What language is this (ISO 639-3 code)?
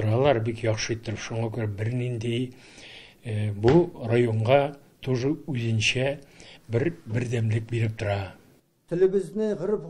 tat